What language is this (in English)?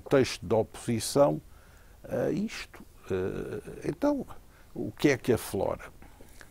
Portuguese